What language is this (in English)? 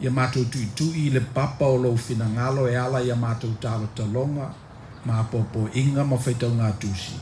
Samoan